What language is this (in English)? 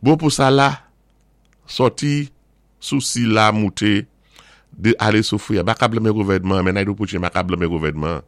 Saint Lucian Creole French